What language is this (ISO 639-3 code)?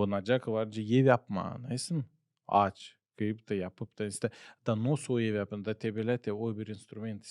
gag